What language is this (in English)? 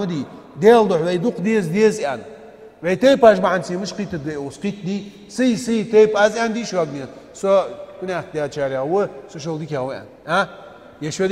Ingush